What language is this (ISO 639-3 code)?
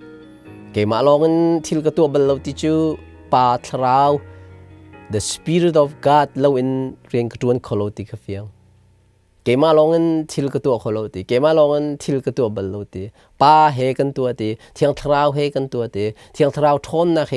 cnh